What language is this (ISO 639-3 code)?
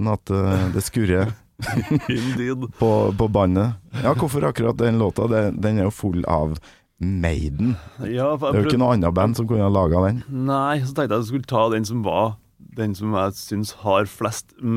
nor